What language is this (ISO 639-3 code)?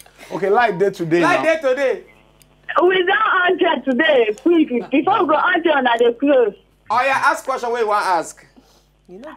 pcm